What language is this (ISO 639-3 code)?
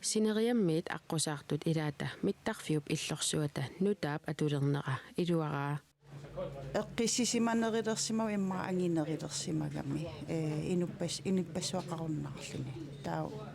kal